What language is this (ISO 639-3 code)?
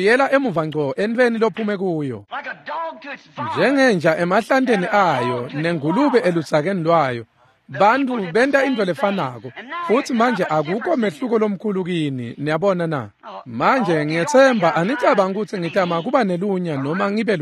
ssw